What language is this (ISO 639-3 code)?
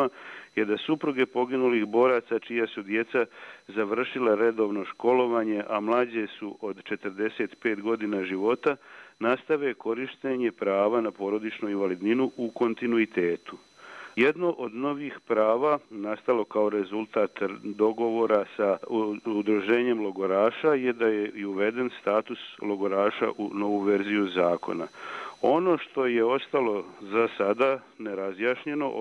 bos